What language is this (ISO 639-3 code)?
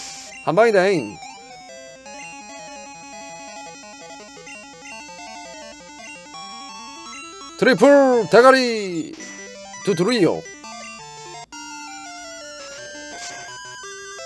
kor